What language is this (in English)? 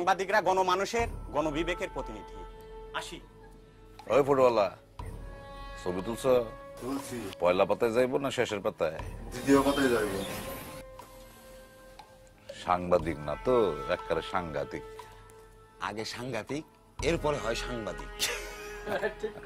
Bangla